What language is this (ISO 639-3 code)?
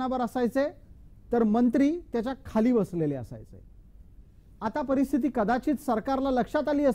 mar